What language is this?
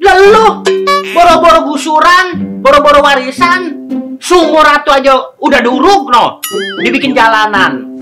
Betawi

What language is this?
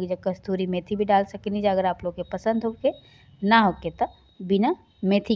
Bhojpuri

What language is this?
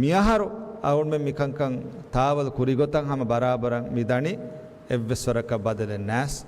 Divehi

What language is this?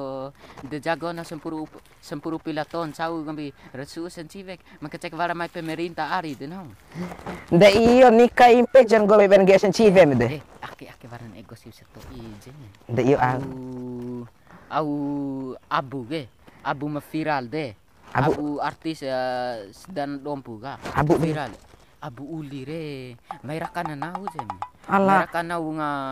Bima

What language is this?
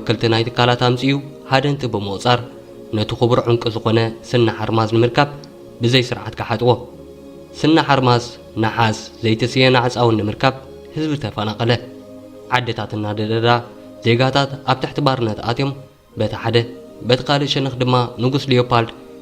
Tigrinya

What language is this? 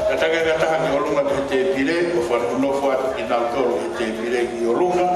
Tongan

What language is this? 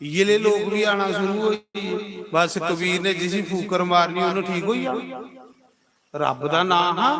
Dogri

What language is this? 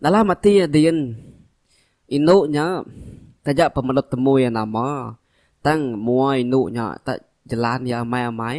Iban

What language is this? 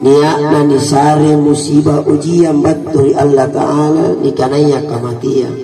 Makasar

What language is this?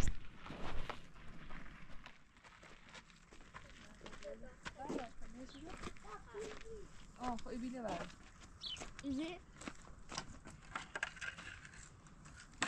Persian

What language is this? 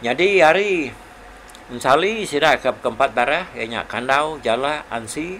Iban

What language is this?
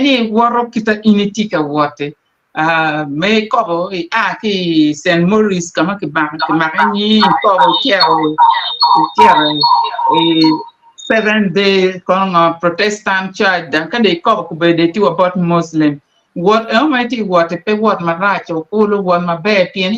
Acoli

